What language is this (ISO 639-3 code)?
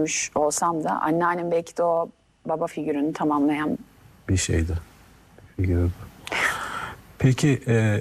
tur